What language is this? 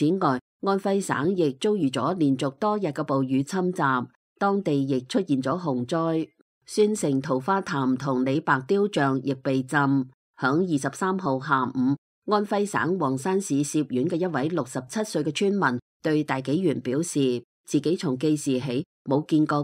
Cantonese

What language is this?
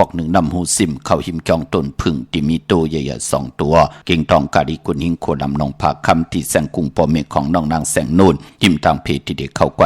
Shan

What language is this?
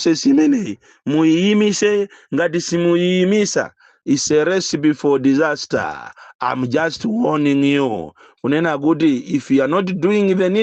Nyanja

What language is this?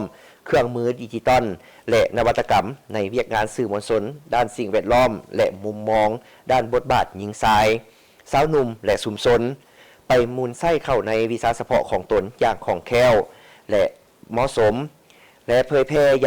Lao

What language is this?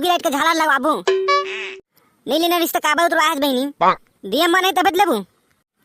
Chhattisgarhi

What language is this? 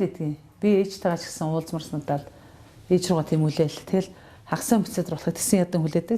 Mongolian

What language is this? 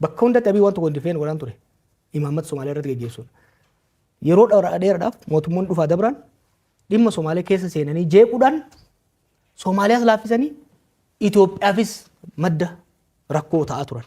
Oromo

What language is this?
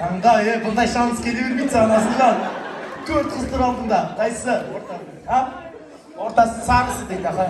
Kazakh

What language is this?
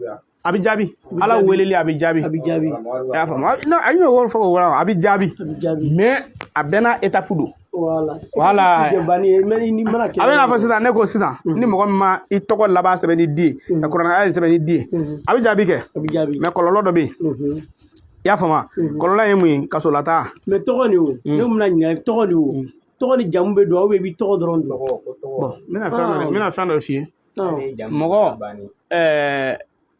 Bambara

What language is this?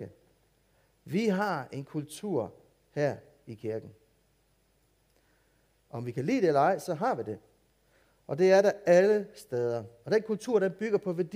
Danish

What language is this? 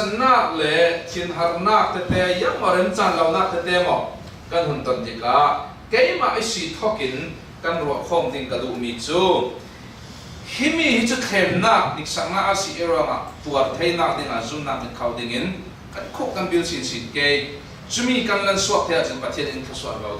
Falam Chin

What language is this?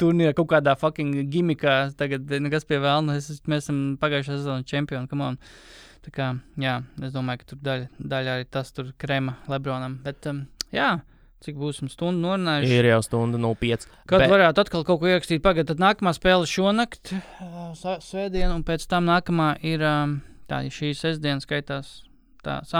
Latvian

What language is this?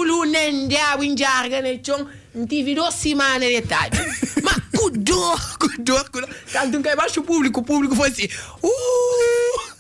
Kabuverdianu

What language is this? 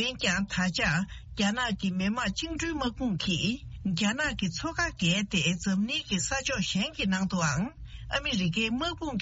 Tibetan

